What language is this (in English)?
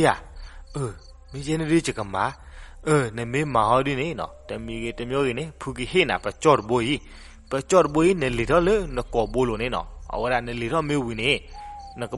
S'gaw Karen